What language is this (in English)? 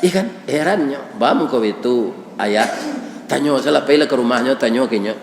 Minangkabau